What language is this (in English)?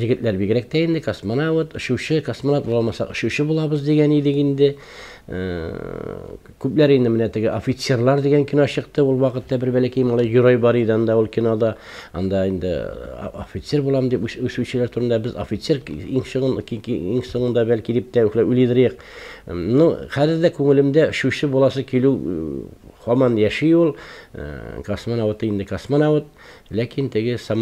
Tatar